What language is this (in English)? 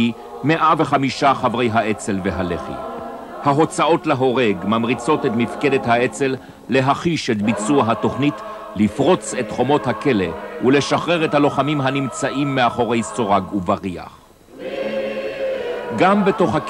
Hebrew